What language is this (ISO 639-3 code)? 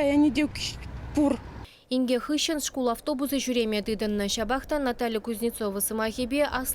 chv